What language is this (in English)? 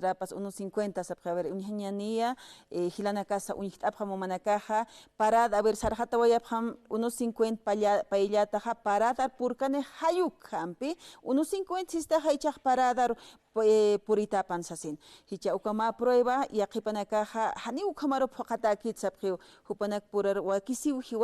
Aymara